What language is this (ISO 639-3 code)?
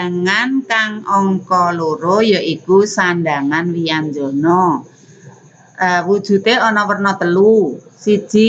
jav